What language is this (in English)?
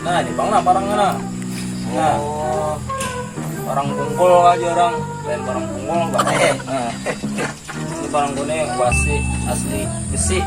Banjar